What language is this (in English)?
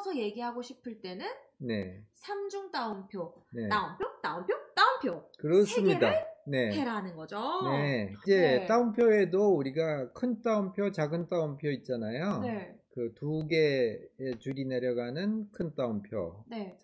Korean